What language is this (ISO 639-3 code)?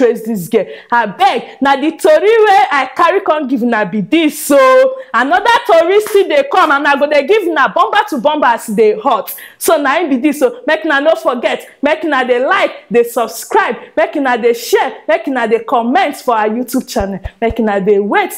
pcm